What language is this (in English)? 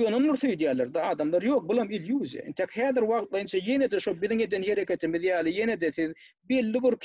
Turkmen